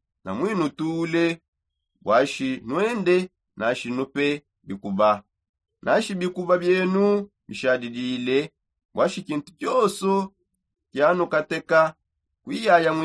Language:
Songe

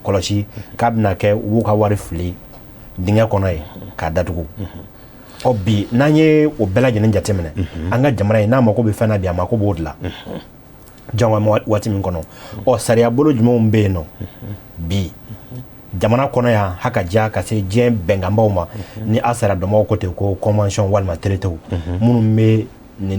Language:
Bambara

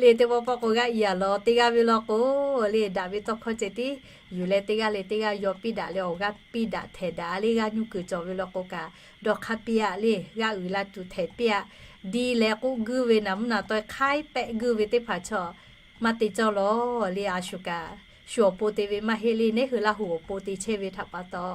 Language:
Lahu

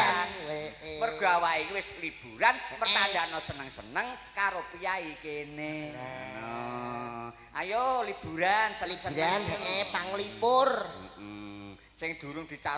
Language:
Javanese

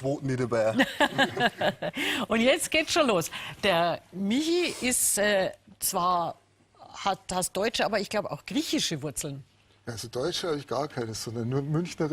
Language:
Bavarian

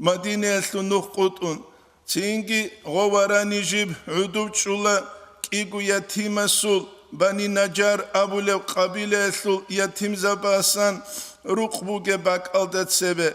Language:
Avaric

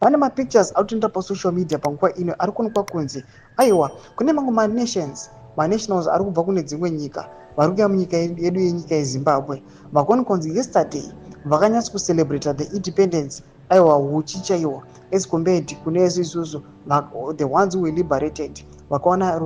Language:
Shona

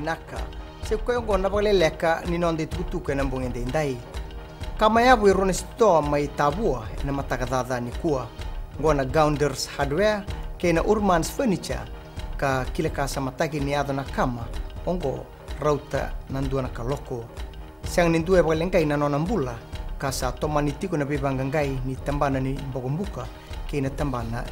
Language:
Fijian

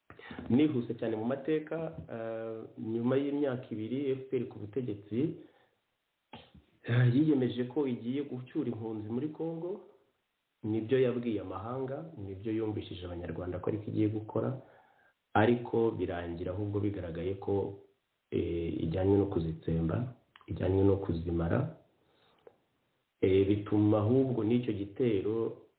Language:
Kinyarwanda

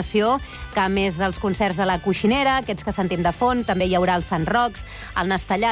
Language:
Catalan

